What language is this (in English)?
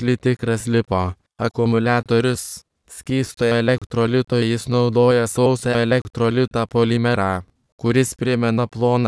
Lithuanian